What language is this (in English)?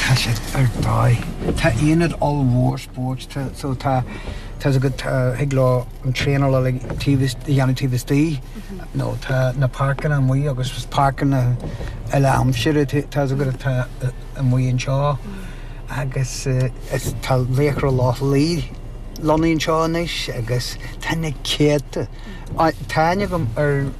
Irish